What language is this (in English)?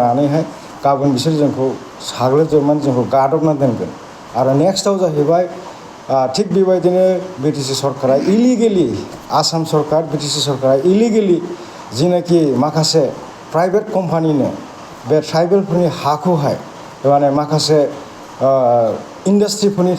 Bodo